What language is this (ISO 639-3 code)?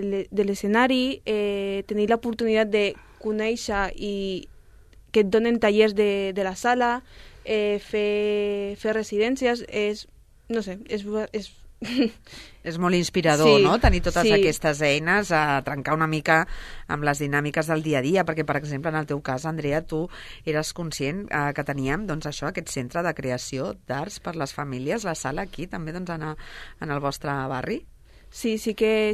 cat